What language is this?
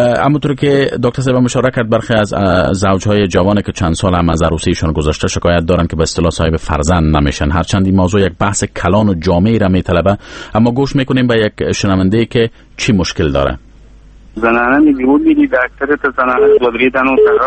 Persian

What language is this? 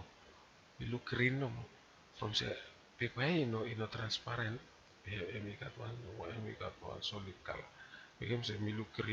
Bislama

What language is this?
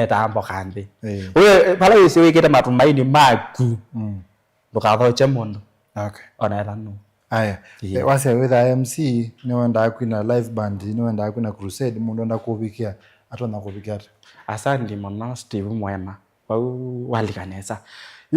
Kamba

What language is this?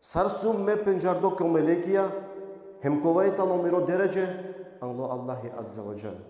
Balkan Romani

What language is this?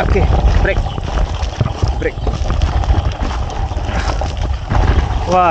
Malay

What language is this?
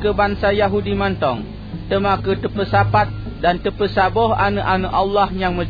Achinese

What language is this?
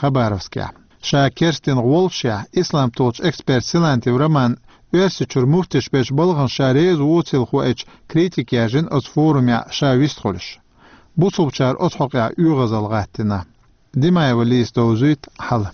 Chechen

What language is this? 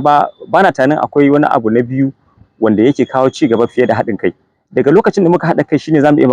Hausa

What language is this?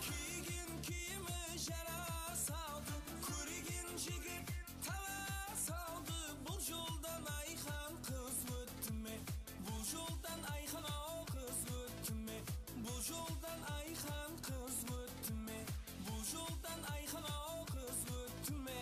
Kara-Kalpak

